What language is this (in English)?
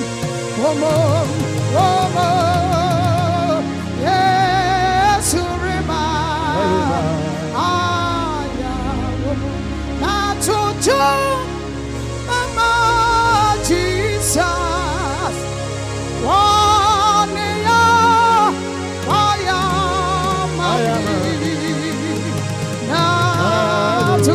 English